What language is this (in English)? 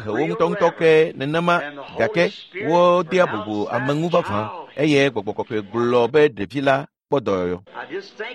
Ewe